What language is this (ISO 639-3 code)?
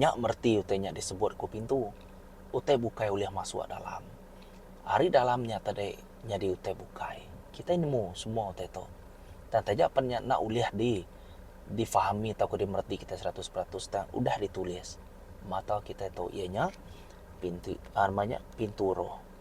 iba